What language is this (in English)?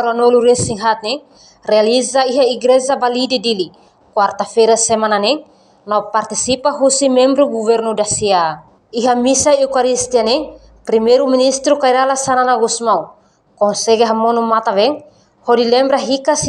Tetum